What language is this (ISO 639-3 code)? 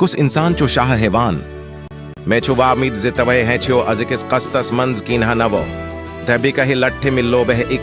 kas